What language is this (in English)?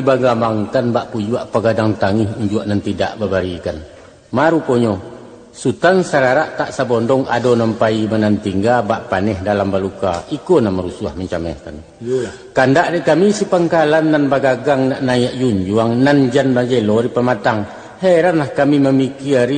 Minangkabau